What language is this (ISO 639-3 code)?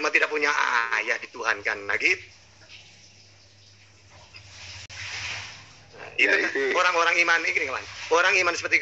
ind